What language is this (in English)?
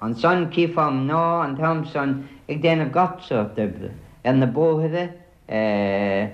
Irish